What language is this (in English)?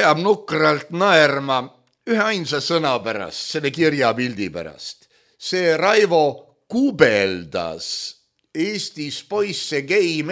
Estonian